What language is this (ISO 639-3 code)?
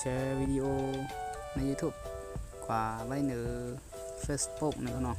shn